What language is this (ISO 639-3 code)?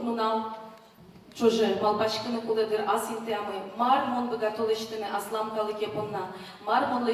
udm